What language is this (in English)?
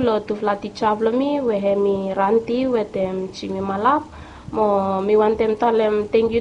Bislama